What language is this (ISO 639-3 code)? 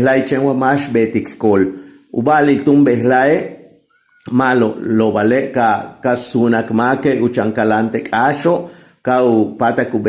yua